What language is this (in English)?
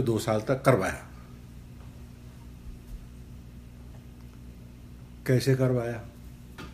Hindi